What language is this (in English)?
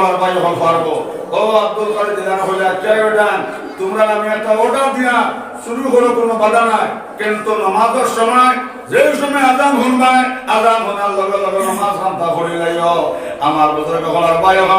Sylheti